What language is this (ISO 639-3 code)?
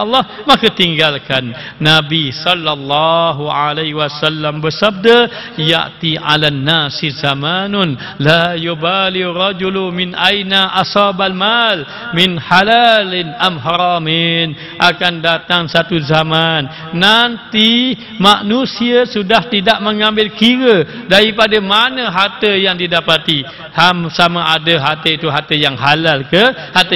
msa